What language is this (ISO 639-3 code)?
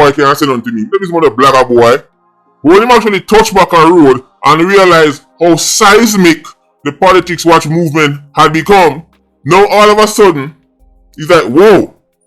jam